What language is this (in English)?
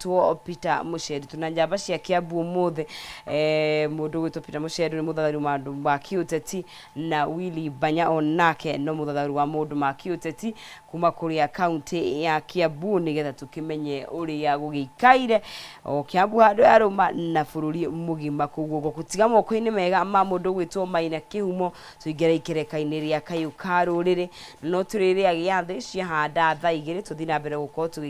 Kikuyu